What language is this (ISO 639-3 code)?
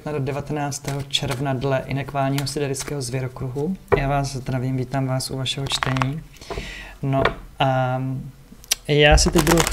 ces